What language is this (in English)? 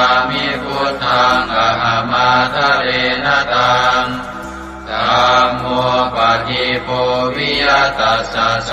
Pali